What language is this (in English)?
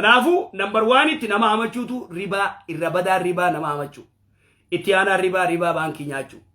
Oromo